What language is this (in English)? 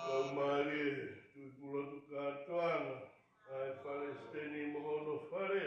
Tongan